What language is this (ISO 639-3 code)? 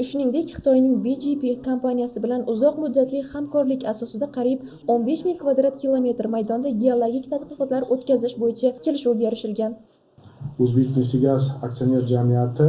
uzb